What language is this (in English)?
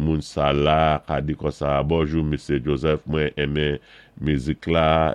Saint Lucian Creole French